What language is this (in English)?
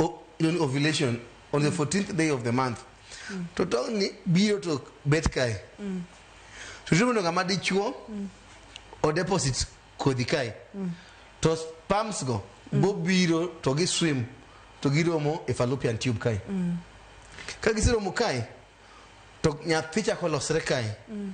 Luo (Kenya and Tanzania)